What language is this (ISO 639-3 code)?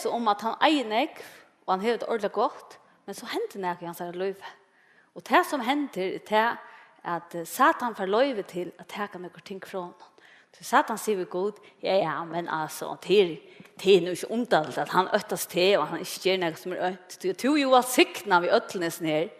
fao